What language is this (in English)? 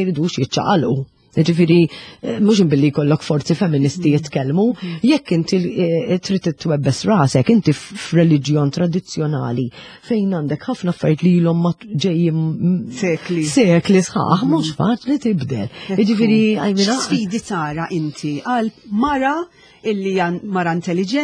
Maltese